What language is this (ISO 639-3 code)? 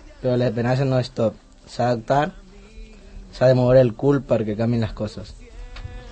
cat